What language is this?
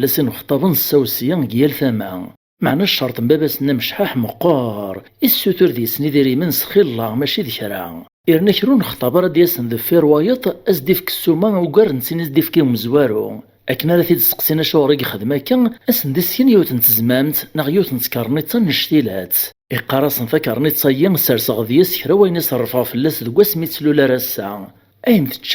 Kabyle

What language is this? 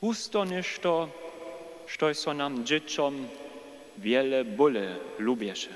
Upper Sorbian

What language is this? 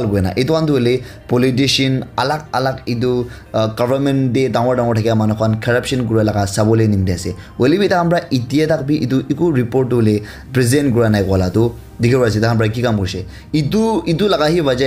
Naga Pidgin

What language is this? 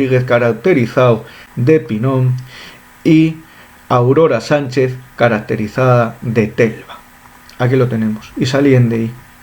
Asturian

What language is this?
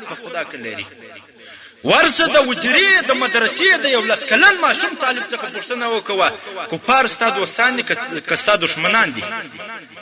Pashto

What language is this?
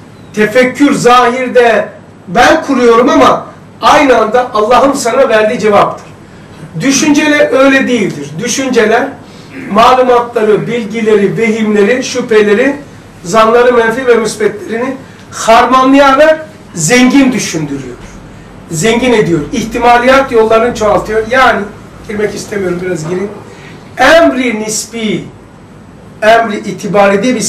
Turkish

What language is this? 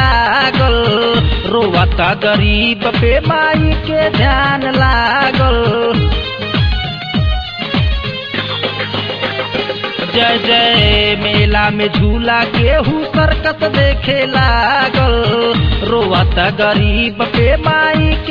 Bhojpuri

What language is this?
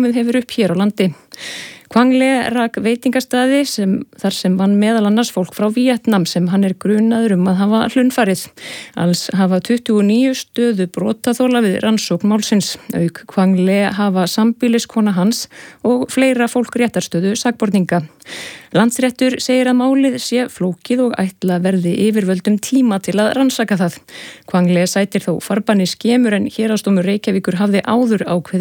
Icelandic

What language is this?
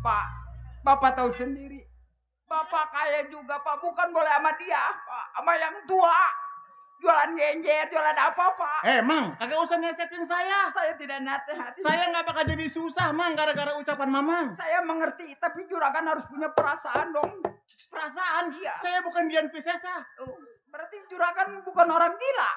Betawi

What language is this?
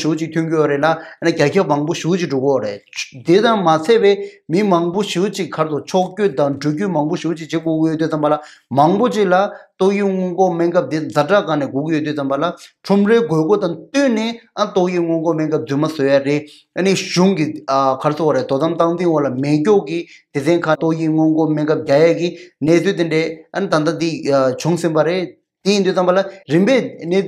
Tibetan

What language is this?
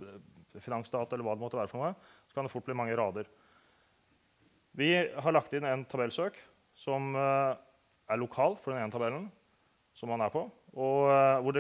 Norwegian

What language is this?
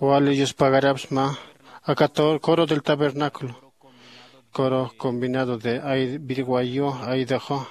Aymara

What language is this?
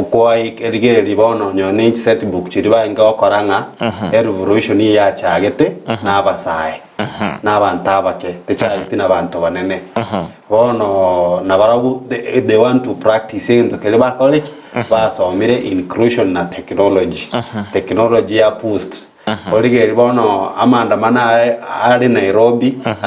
Gusii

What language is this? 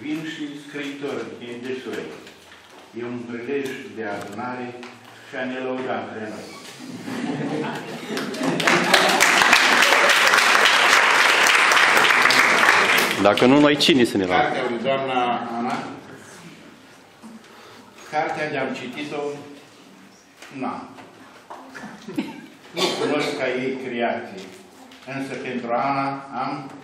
Romanian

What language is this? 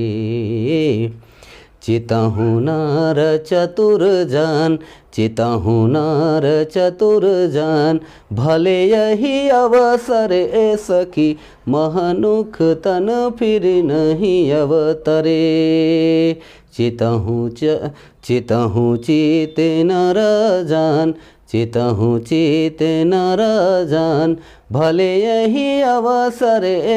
Sadri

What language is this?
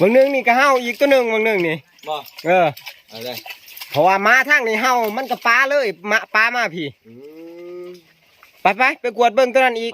Northeastern Thai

